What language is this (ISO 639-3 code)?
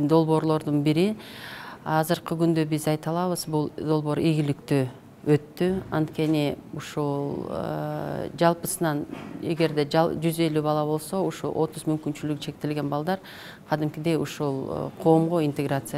kir